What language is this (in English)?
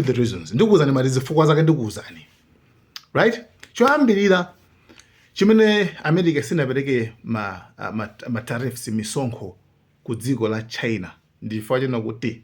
Nyanja